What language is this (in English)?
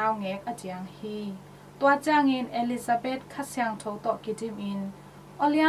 Tedim Chin